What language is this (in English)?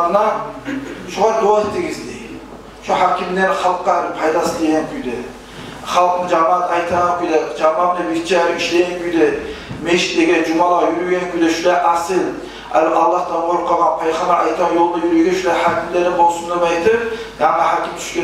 Kumyk